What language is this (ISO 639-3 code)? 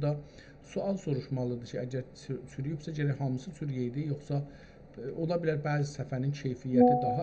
azb